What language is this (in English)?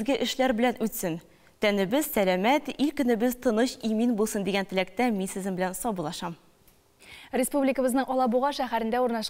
Tatar